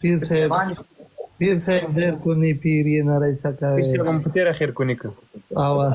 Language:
Pashto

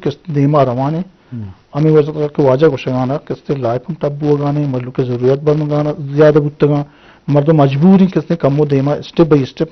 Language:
Eastern Balochi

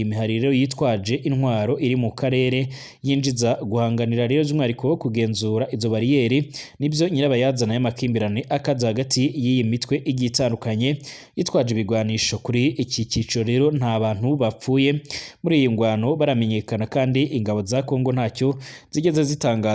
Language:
Rundi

